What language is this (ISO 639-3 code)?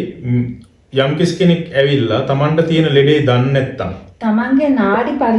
sin